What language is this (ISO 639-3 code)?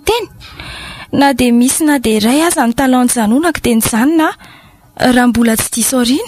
mlg